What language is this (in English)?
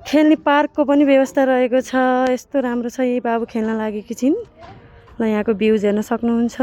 Nepali